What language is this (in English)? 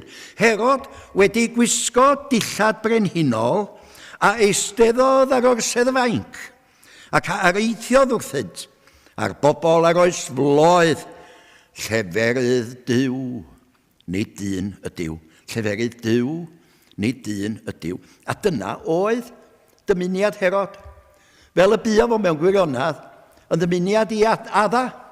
Welsh